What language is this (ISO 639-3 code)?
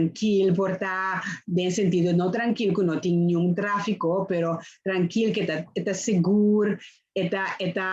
pap